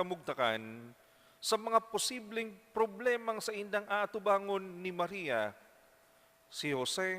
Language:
Bikol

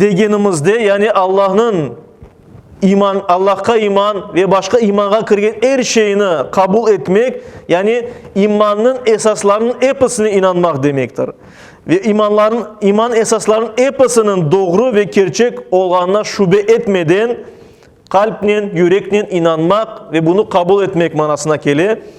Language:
Crimean Tatar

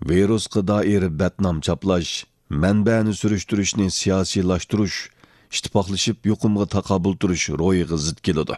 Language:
Uyghur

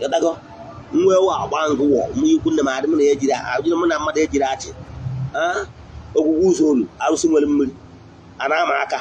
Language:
Igbo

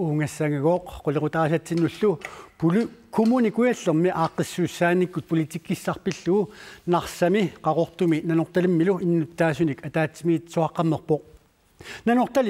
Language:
Kalaallisut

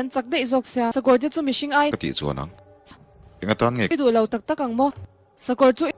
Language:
Mizo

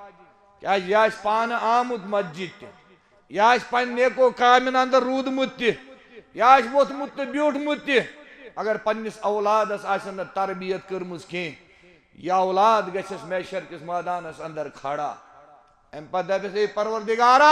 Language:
Kashmiri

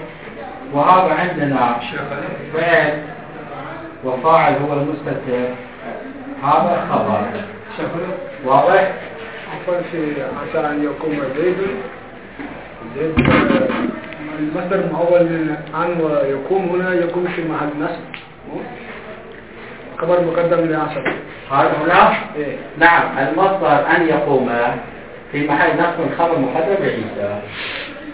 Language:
Arabic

